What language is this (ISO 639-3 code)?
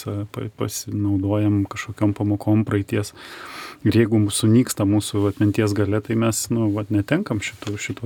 lit